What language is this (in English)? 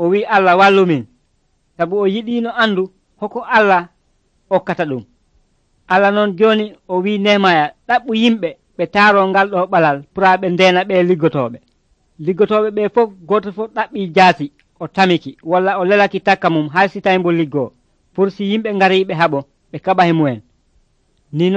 Nigerian Fulfulde